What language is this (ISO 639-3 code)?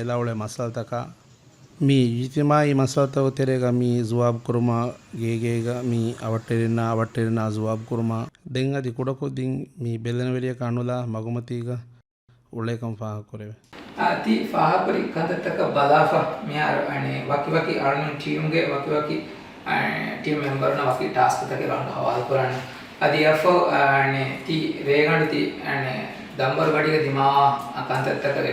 div